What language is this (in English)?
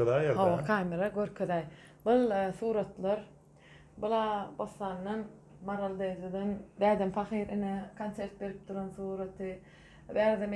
Turkmen